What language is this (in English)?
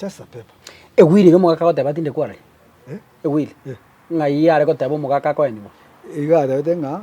Gusii